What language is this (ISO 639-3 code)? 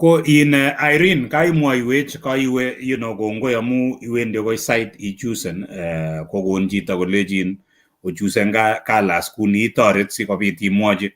kln